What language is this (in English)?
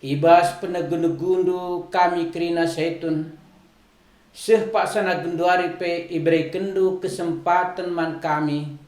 Batak Karo